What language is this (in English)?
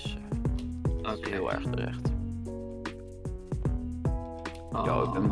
Dutch